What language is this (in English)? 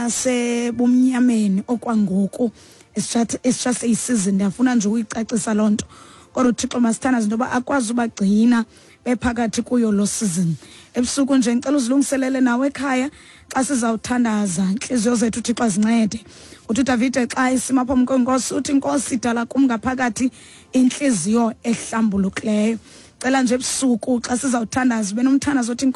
Xhosa